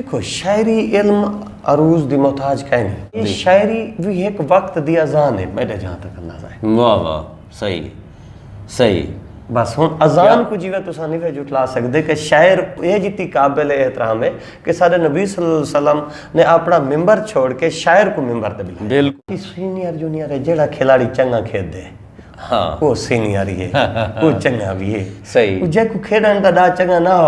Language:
Saraiki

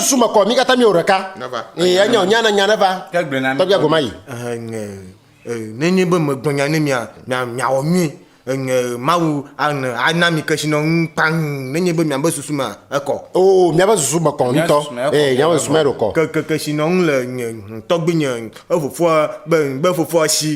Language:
Ewe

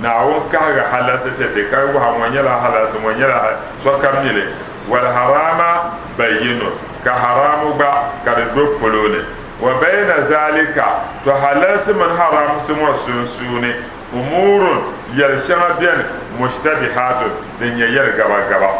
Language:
Dagbani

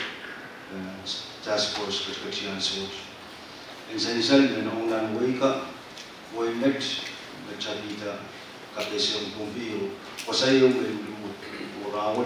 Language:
Pohnpeian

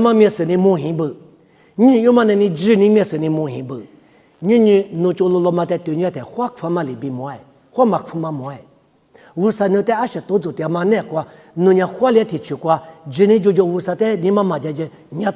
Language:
Lisu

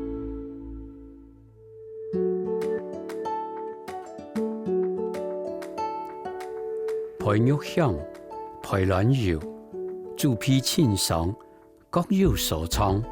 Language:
Hakka Chinese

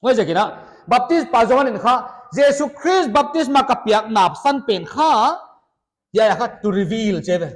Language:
Paite Chin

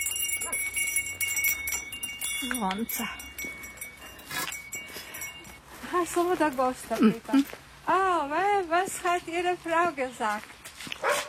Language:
Croatian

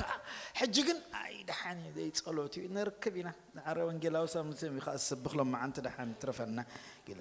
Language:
Tigrinya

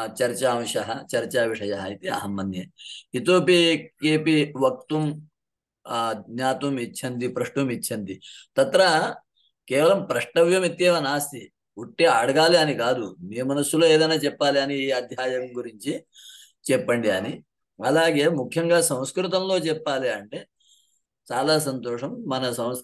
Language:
Sanskrit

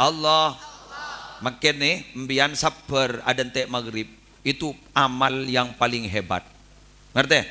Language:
Madurese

